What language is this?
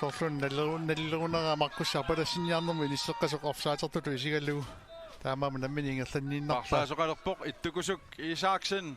Kalaallisut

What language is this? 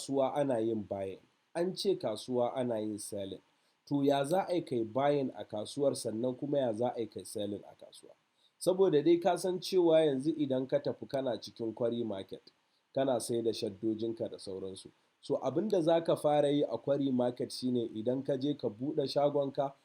Hausa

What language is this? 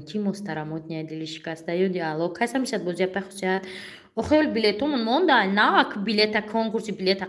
Tajik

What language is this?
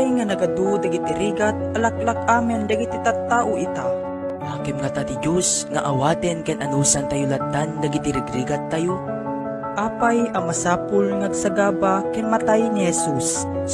Iloko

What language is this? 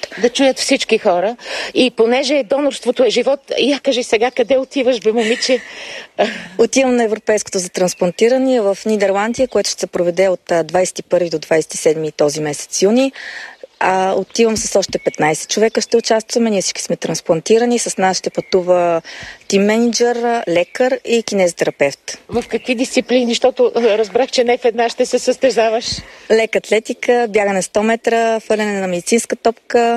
Bulgarian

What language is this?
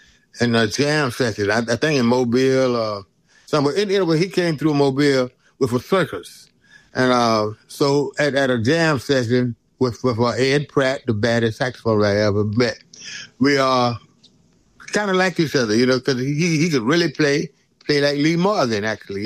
English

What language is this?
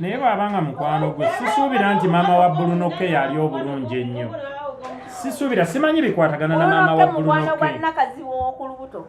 Ganda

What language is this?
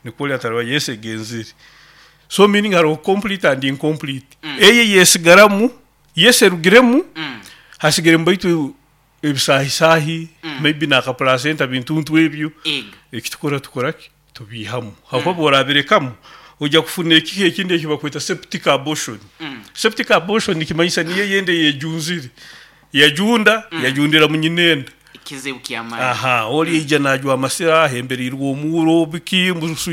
Nyoro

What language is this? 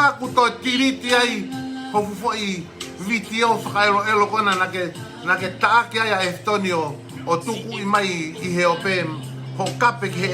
Tongan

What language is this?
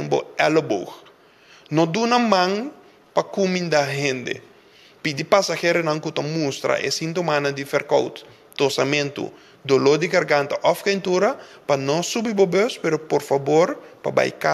Papiamento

